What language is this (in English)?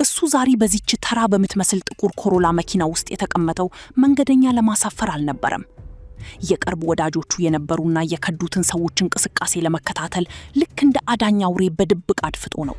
Amharic